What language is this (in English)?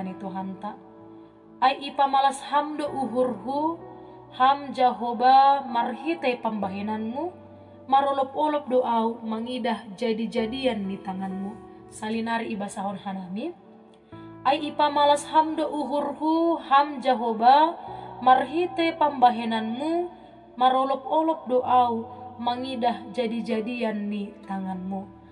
Batak Simalungun